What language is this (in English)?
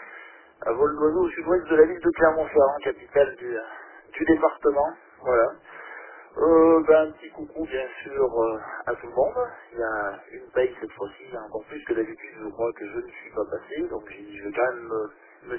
French